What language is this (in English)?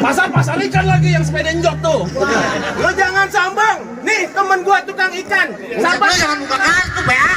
Betawi